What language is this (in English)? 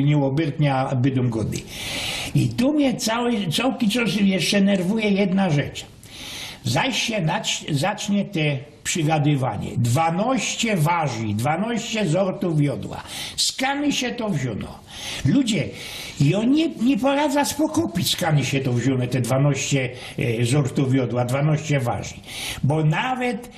Silesian